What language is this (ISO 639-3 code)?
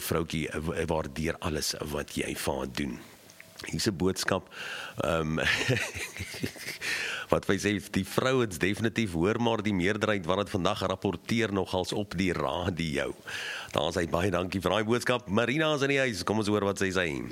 afr